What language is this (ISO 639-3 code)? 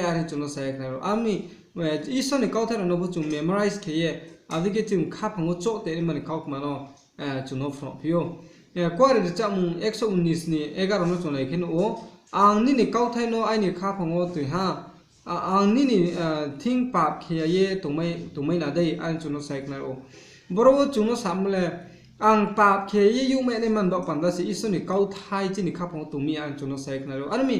ria